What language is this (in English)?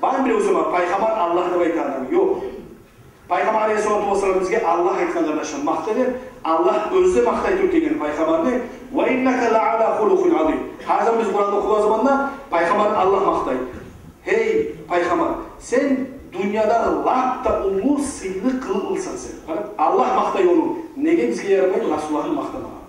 Kumyk